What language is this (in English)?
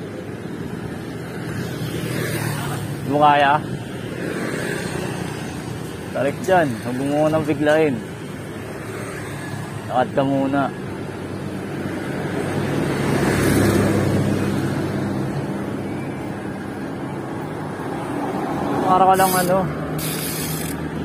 Filipino